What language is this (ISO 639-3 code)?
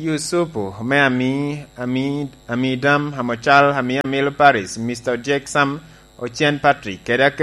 laj